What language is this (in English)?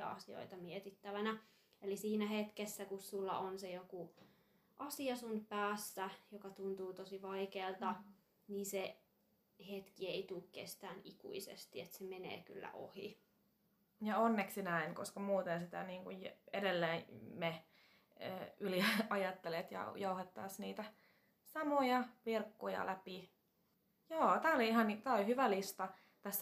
Finnish